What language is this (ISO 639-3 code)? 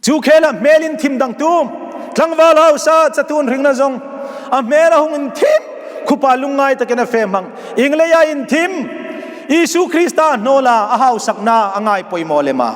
hmr